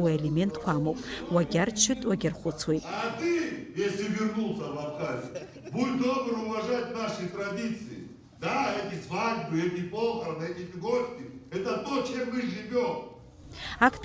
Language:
Abkhazian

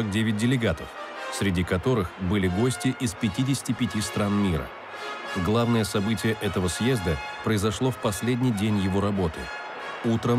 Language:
Russian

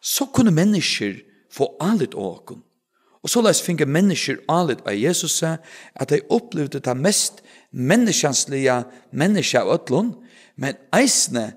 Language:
Faroese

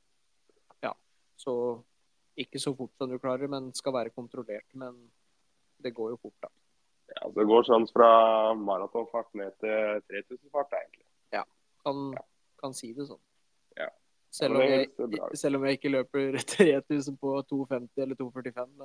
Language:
Norwegian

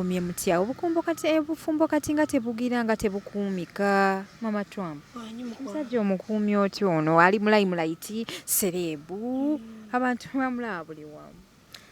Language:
Ganda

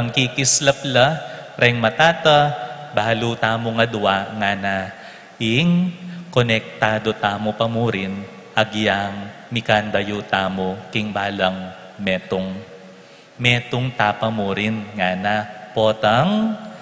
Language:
Pampanga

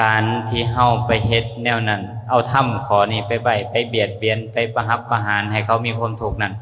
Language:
Lao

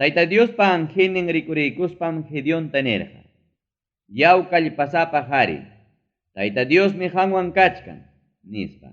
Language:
Ayacucho Quechua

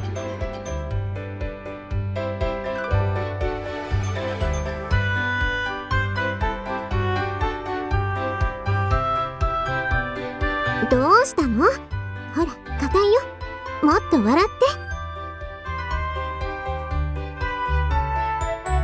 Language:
Japanese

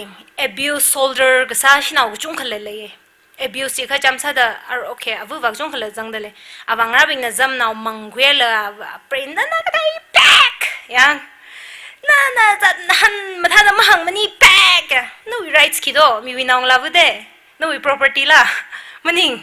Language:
Tangkhul Naga (India)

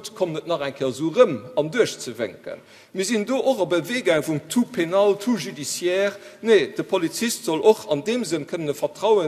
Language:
Luxembourgish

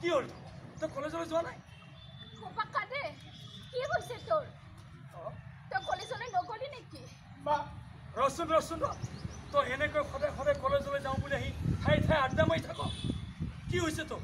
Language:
Assamese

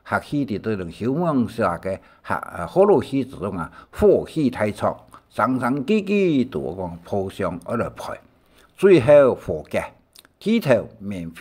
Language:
Hakka Chinese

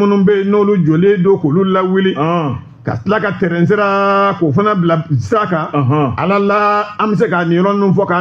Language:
Bambara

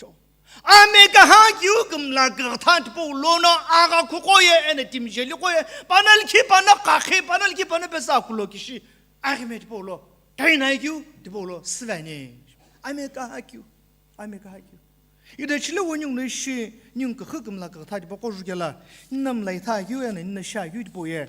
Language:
Sumi Naga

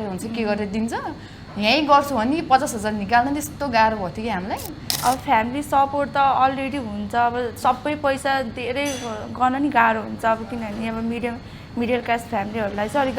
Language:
Nepali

